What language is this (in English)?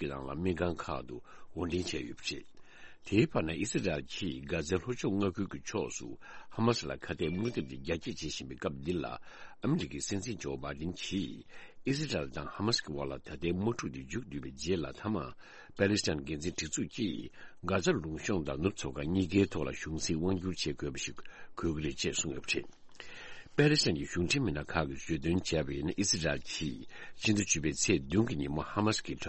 Tibetan